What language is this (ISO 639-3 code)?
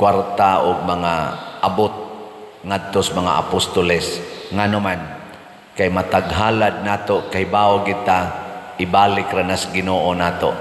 ceb